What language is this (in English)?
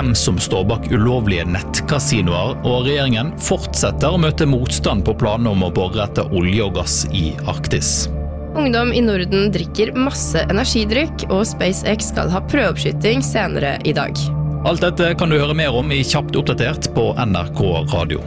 Norwegian